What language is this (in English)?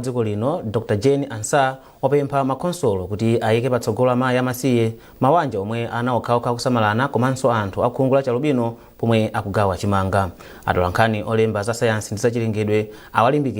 Nyanja